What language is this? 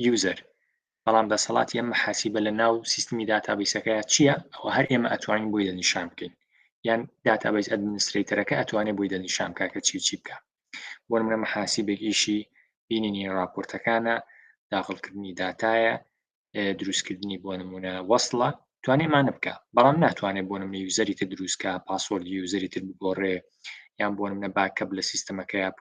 Central Kurdish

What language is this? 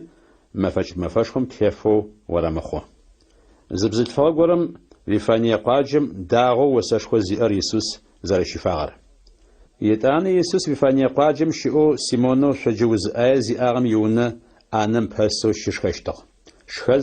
Adyghe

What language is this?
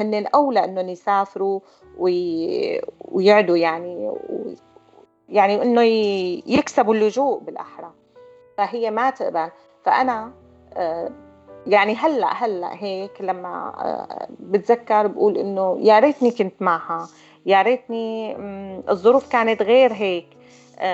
North Levantine Arabic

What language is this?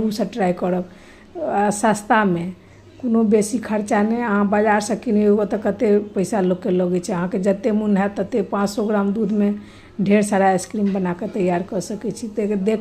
Maithili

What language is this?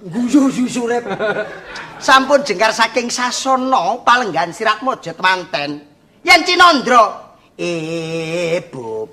Javanese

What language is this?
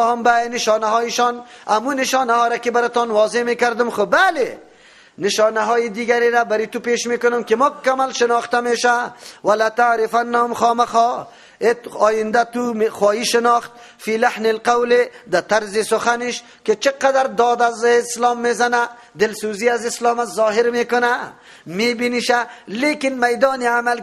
Persian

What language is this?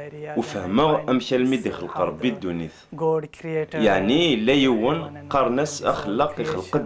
Kabyle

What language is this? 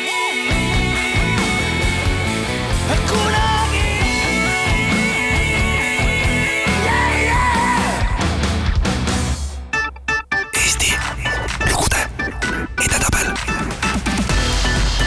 Estonian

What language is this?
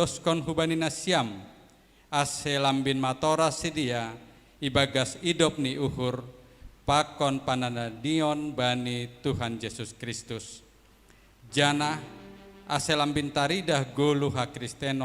Batak Simalungun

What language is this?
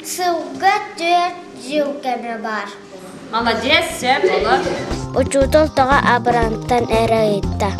Yakut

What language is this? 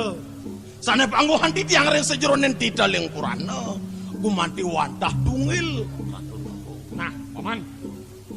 Balinese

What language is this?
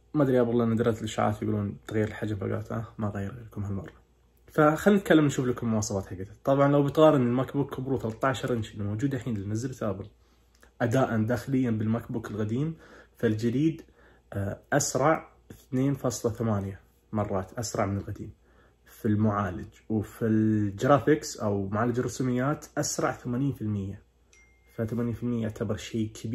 Najdi Arabic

